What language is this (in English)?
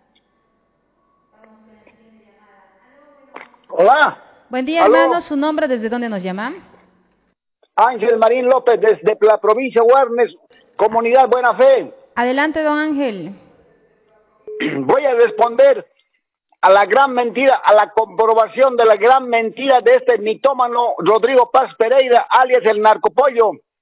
Spanish